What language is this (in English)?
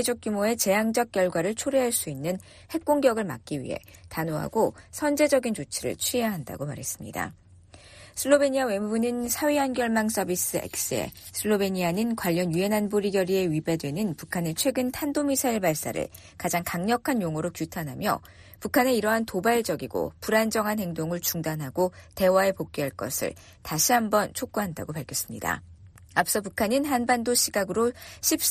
Korean